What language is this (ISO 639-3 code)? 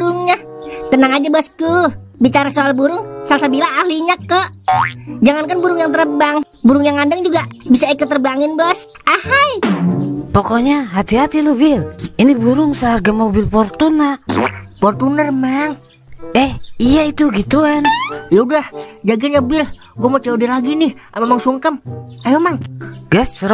bew